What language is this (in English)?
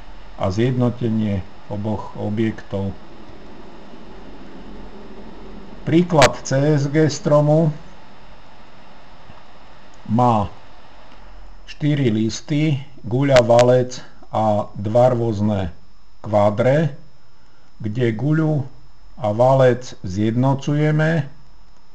Slovak